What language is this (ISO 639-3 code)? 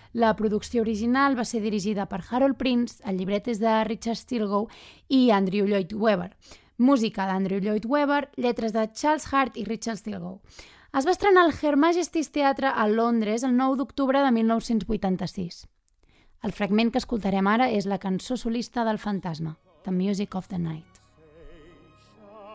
cat